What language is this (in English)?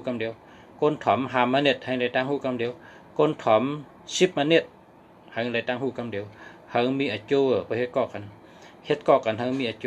Shan